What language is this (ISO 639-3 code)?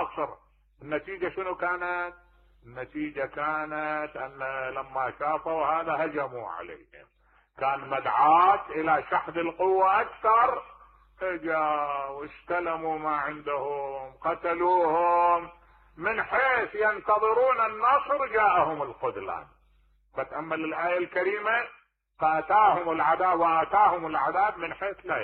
acm